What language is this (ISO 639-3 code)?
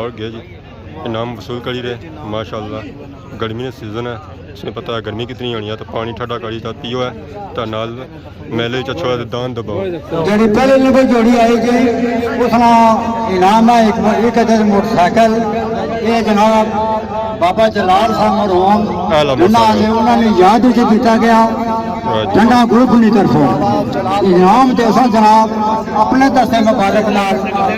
phr